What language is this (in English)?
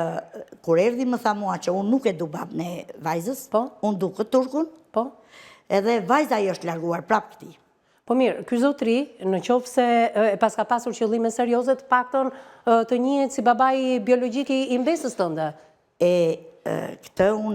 Albanian